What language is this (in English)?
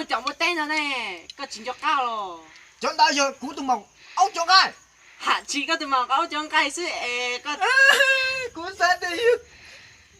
Hmong